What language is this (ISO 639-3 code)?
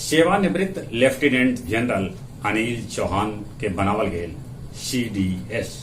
mag